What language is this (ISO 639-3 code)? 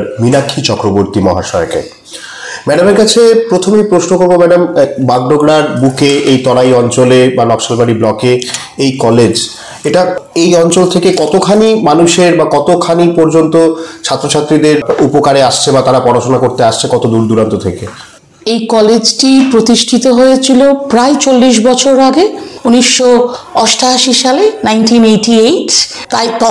ben